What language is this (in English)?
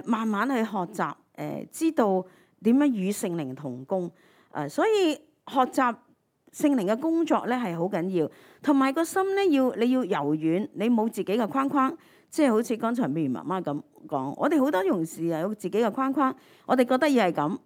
Cantonese